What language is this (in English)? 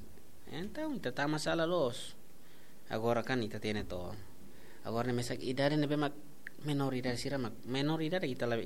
Tetum